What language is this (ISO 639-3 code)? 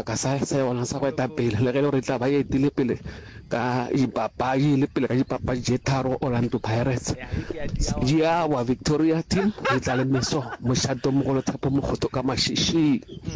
nso